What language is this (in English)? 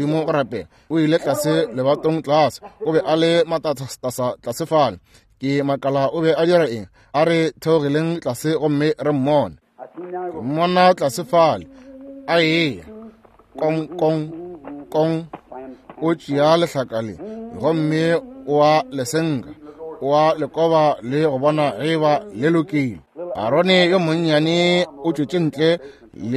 Northern Sotho